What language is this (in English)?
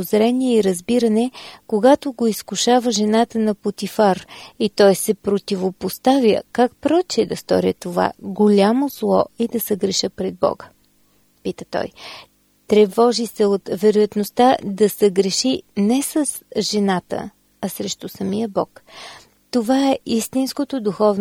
Bulgarian